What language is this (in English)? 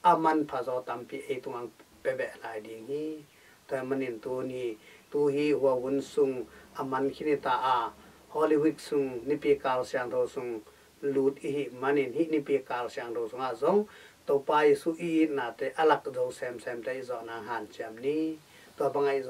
Tedim Chin